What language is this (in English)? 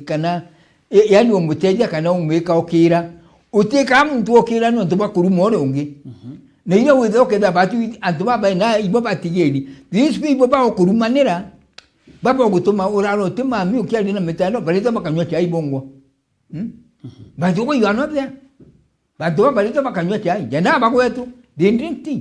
Meru